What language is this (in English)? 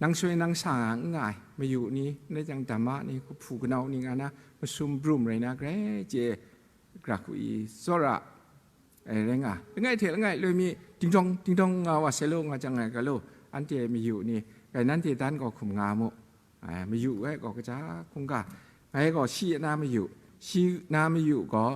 Kachin